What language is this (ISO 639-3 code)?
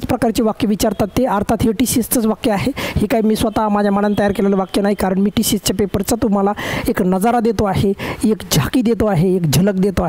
mar